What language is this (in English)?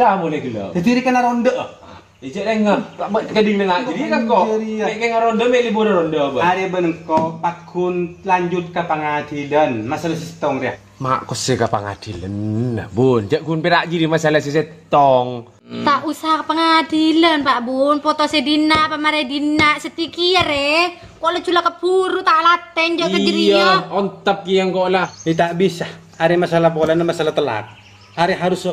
Madurese